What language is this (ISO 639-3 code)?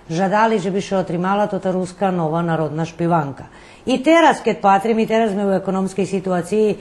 rue